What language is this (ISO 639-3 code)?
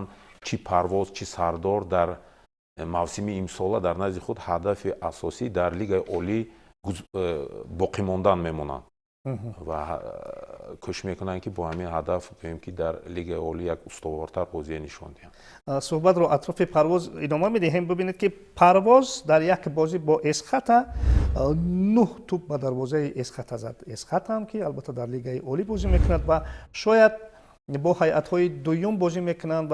tgk